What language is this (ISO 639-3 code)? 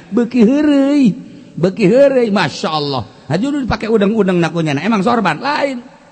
sun